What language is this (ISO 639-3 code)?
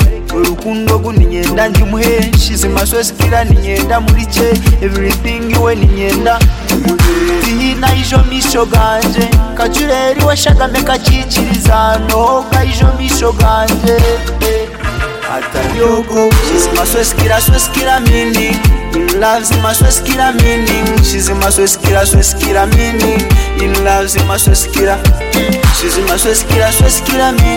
kin